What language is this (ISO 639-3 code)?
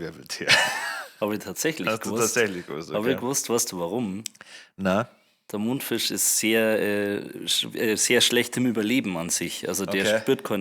bar